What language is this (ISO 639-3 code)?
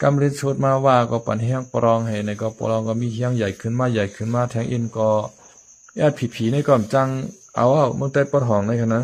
shn